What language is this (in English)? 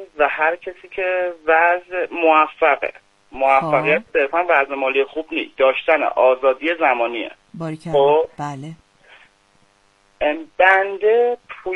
Persian